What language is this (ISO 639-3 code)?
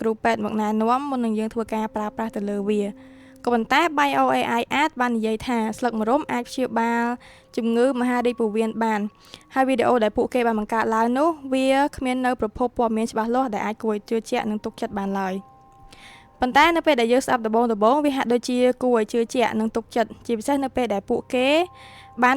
khm